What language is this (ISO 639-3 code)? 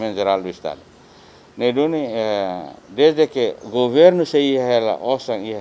tet